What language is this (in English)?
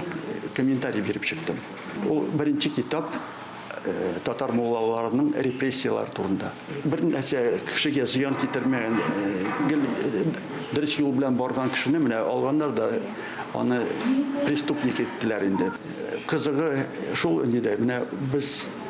Tatar